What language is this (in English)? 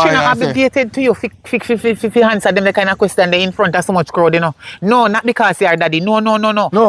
Jamaican Creole English